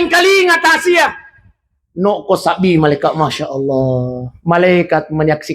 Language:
Buginese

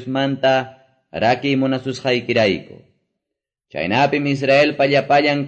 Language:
Quechua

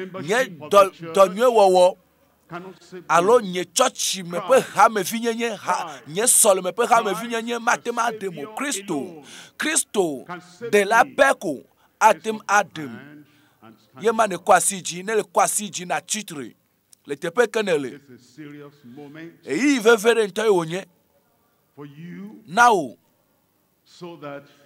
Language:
Ewe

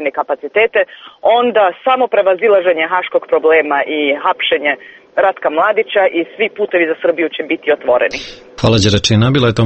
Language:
Serbian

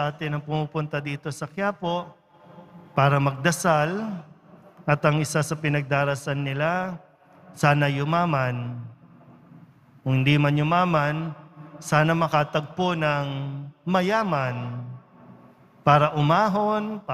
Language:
Filipino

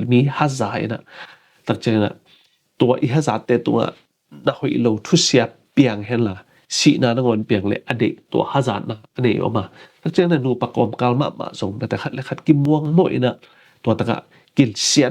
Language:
Tedim Chin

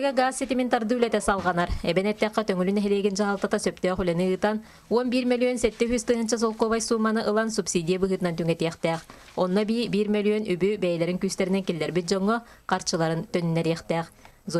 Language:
Yakut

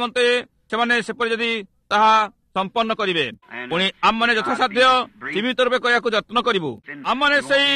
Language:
Odia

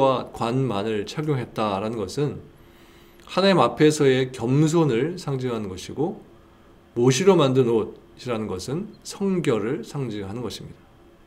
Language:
Korean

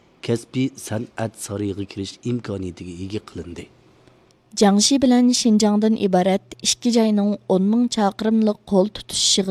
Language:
Uyghur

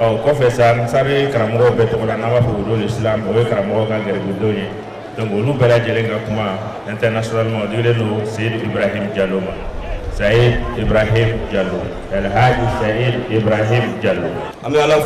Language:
Bambara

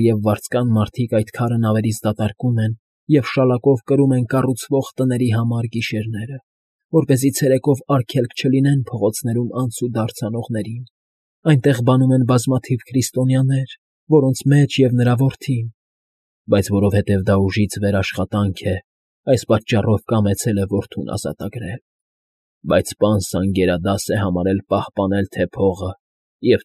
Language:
Armenian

